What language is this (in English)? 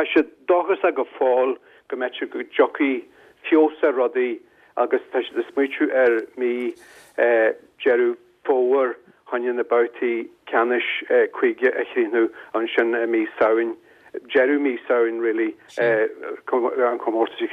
Irish